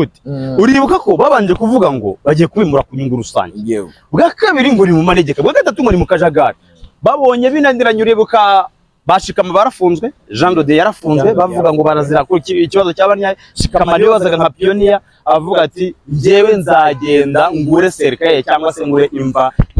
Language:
Kinyarwanda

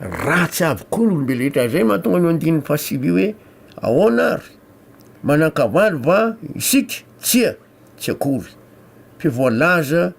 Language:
Malagasy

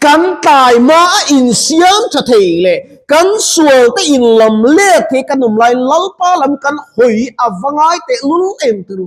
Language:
Mizo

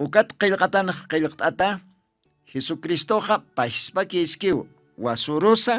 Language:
Aymara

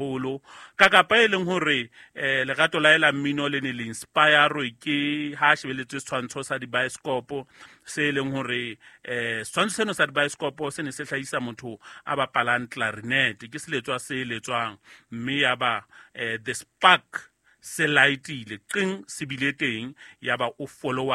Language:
Southern Sotho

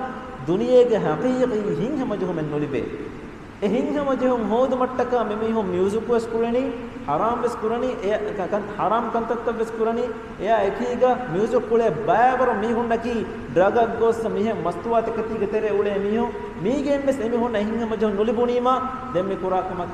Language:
Divehi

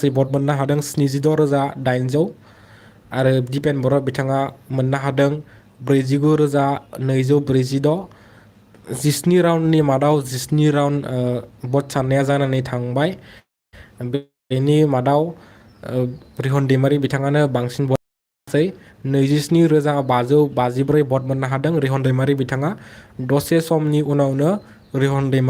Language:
Bodo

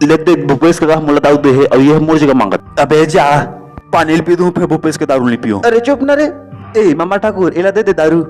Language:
Chhattisgarhi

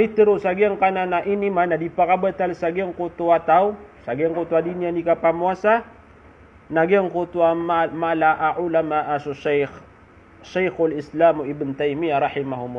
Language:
Maranao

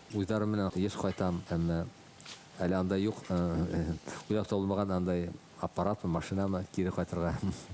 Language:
Bashkir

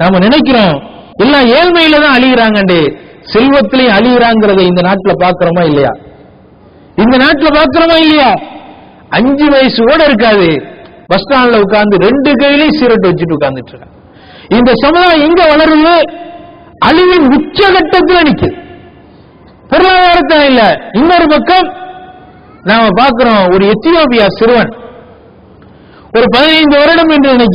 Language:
Tamil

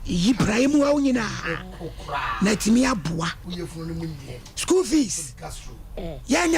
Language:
Akan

